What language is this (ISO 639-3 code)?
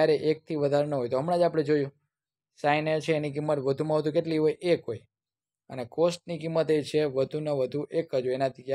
guj